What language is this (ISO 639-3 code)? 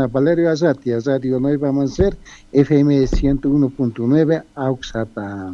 aym